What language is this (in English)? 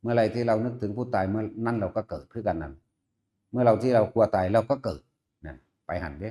Northeastern Thai